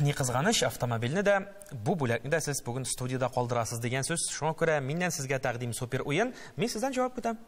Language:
Tatar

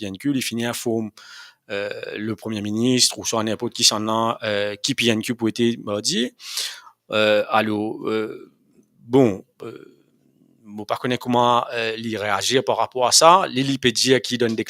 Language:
Morisyen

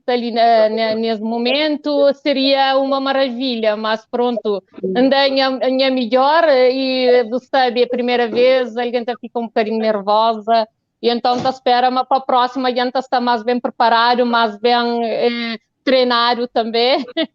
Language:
Kabuverdianu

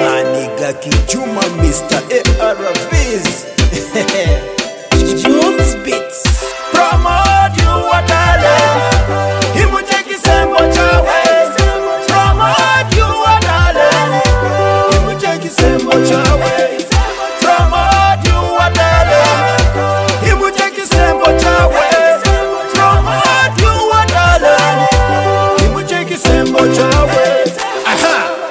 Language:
Swahili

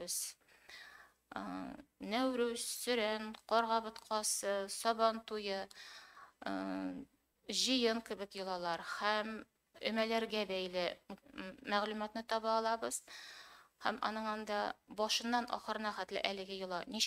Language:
Tatar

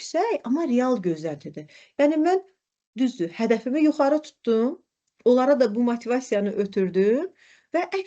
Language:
Azerbaijani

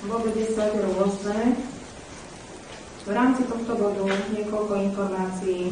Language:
Slovak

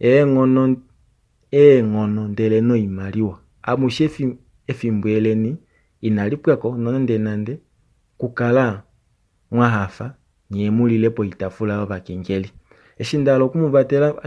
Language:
Kuanyama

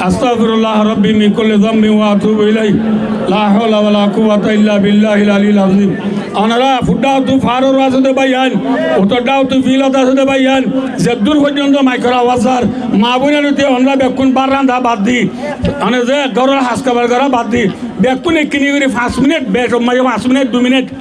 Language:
Rohingya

